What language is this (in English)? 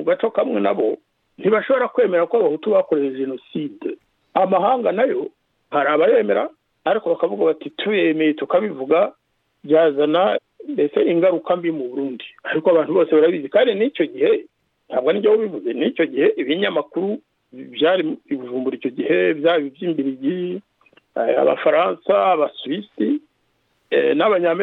Kinyarwanda